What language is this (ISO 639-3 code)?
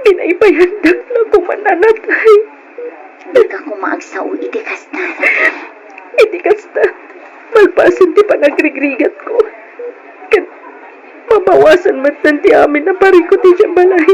ilo